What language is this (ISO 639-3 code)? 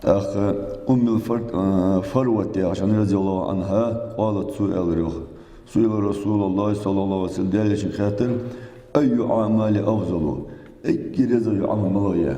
inh